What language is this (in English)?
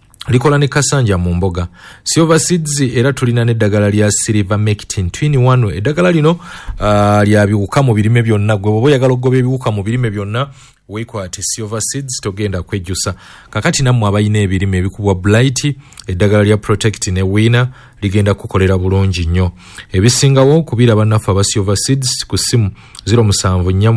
Ganda